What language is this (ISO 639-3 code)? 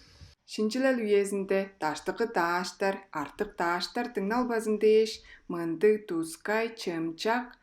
tyv